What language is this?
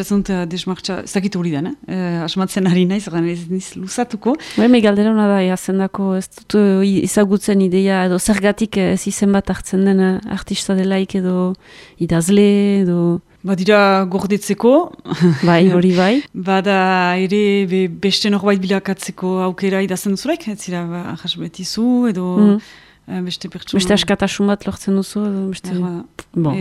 Basque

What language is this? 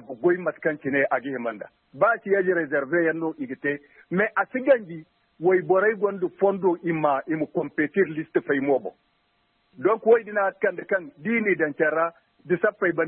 Zarma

